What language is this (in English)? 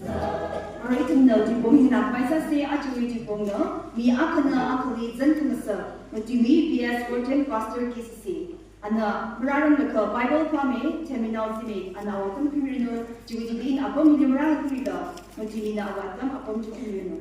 Tangkhul Naga (India)